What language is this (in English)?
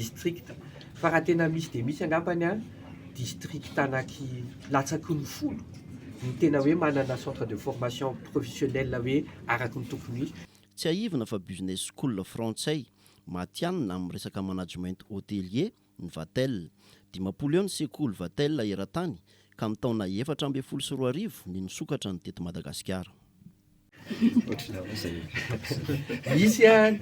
Malagasy